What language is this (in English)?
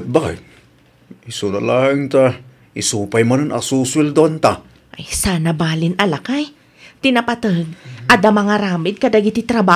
Iloko